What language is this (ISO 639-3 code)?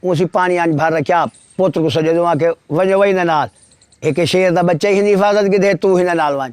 skr